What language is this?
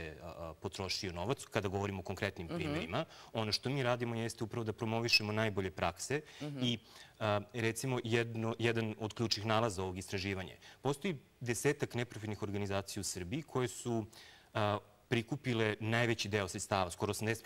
Serbian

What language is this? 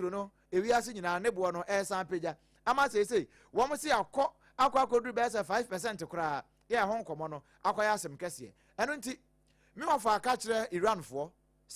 Akan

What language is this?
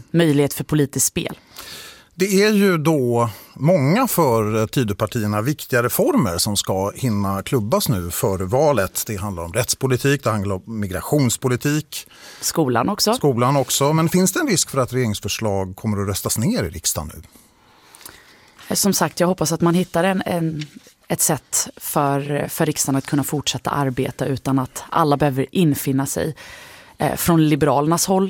Swedish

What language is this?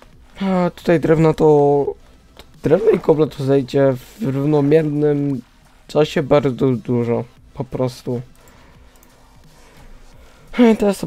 Polish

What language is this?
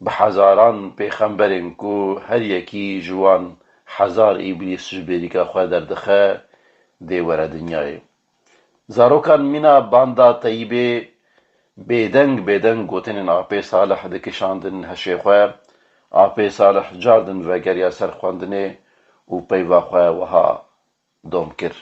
Kurdish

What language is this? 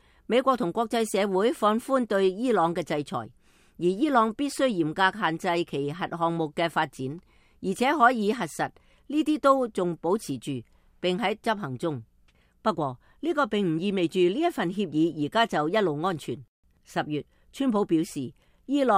Cantonese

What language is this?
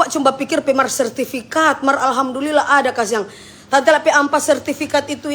Manado Malay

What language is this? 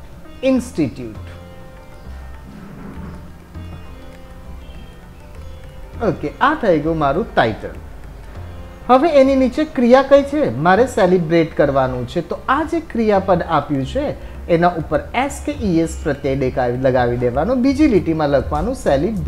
Gujarati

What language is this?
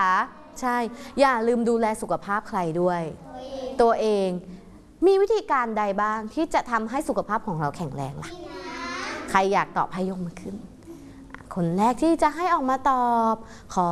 Thai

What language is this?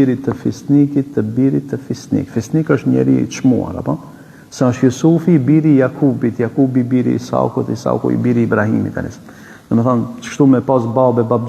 Albanian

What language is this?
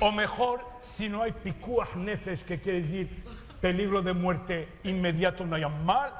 Ladino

